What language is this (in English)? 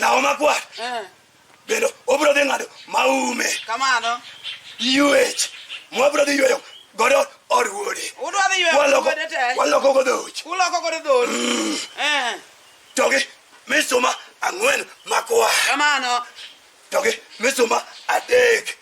Luo (Kenya and Tanzania)